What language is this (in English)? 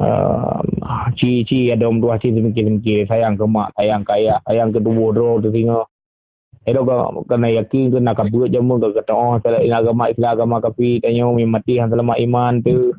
Achinese